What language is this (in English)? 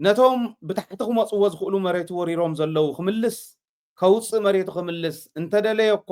Tigrinya